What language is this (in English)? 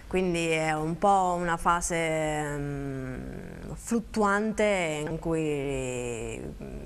Italian